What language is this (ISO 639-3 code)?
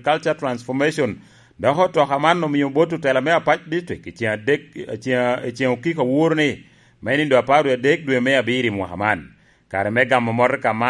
laj